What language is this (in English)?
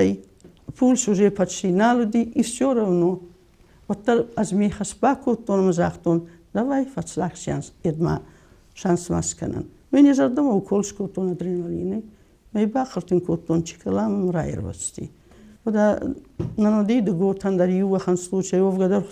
Ossetic